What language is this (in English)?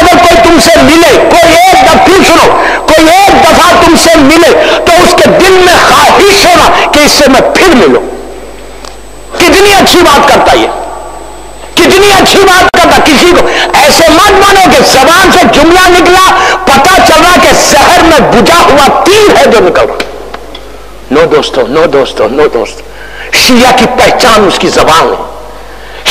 Urdu